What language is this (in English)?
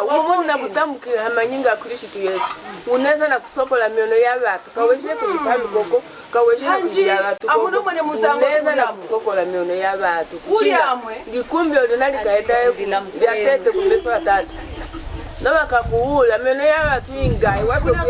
Lunda